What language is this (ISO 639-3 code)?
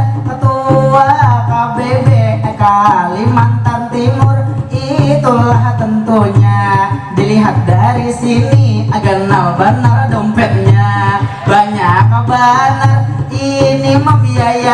bjn